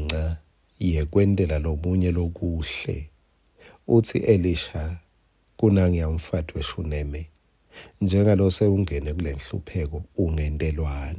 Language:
Swati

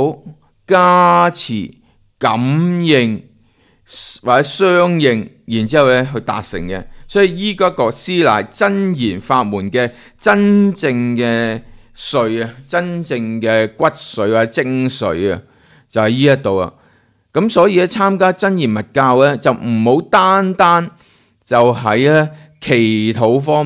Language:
Cantonese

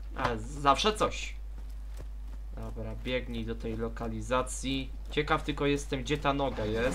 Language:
Polish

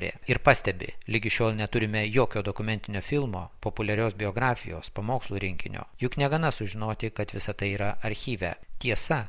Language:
Lithuanian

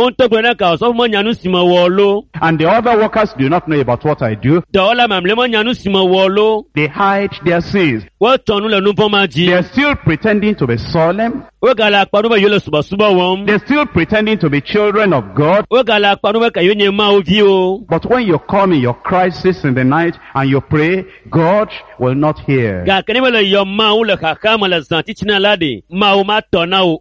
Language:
Ewe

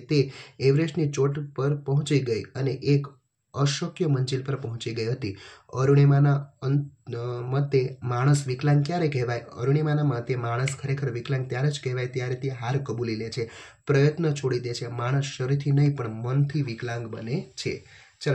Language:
Gujarati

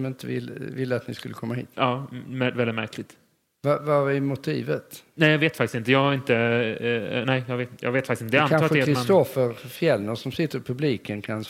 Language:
Swedish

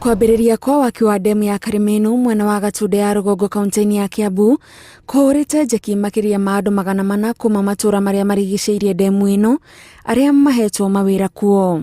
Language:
Kikuyu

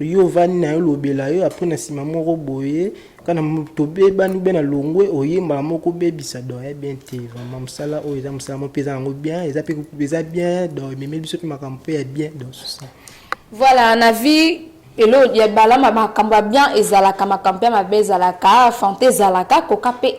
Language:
Lingala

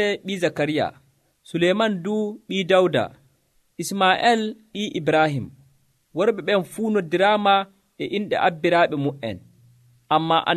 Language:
Nigerian Fulfulde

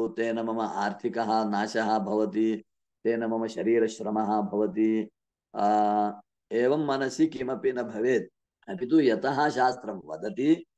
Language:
Sanskrit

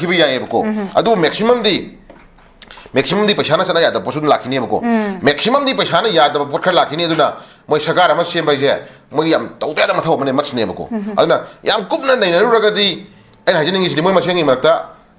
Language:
Manipuri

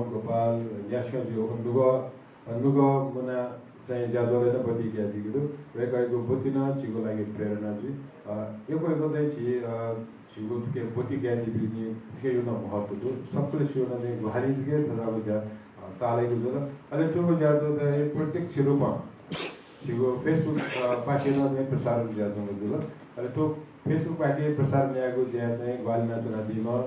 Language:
Newari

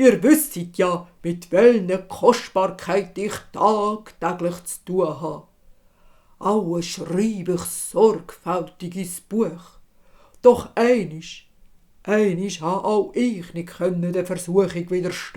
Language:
Swiss German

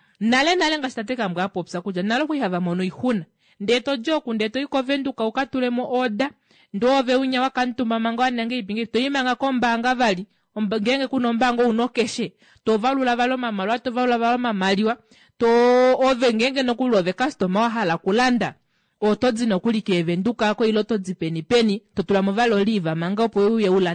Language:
Kuanyama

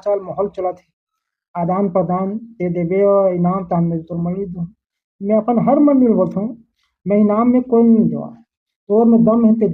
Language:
Chhattisgarhi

